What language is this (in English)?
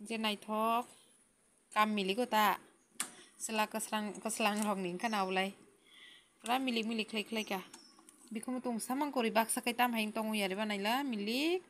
Kok Borok